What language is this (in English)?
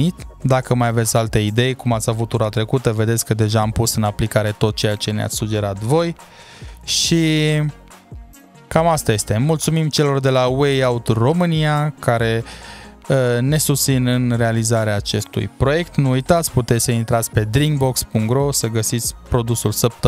Romanian